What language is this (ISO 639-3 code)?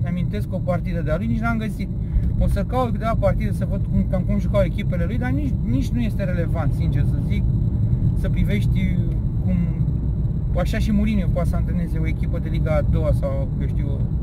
ron